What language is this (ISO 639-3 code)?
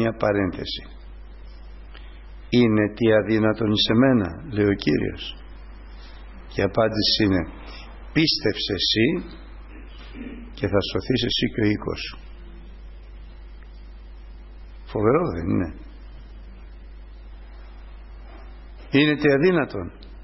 ell